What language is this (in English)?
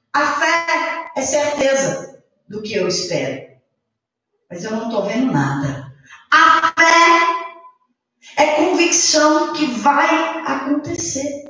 Portuguese